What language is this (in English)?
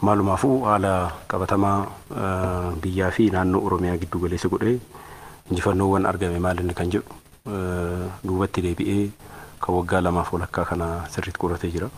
Oromo